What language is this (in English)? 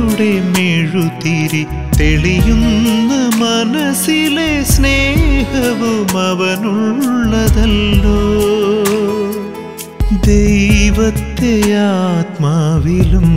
Malayalam